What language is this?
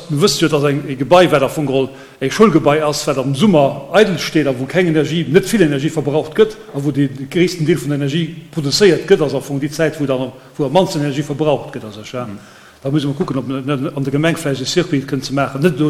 Luxembourgish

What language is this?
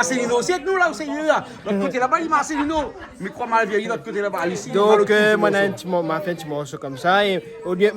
Réunion Creole French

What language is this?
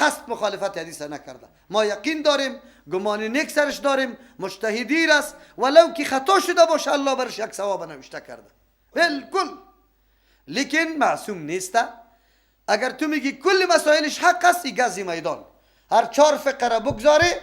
Persian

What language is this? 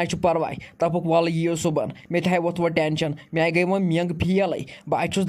Kashmiri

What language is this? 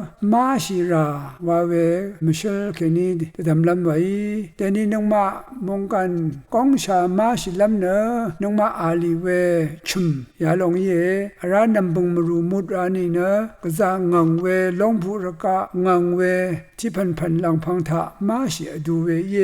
Rawang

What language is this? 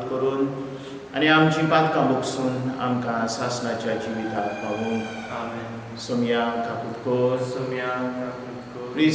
Konkani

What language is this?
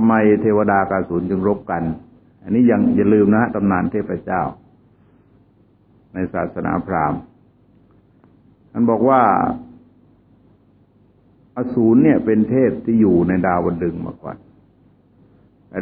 Thai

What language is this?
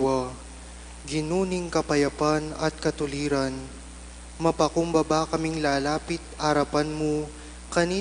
Pampanga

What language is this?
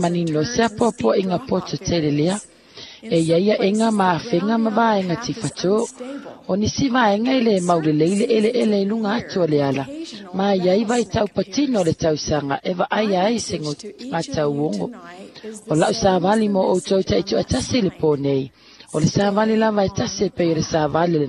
Samoan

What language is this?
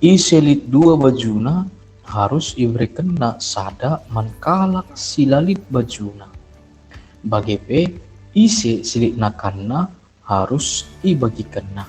Batak Karo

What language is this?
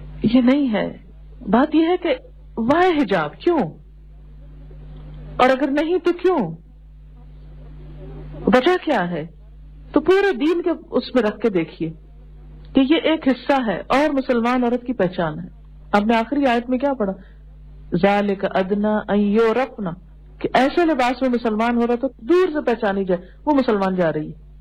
Urdu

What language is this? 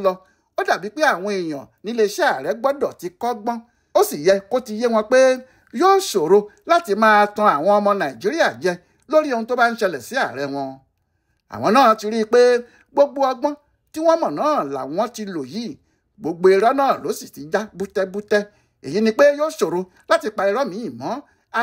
Yoruba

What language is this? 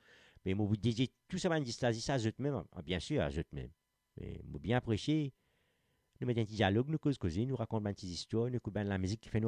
Morisyen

